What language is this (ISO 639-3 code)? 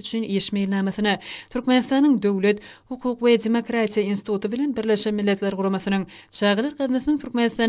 tuk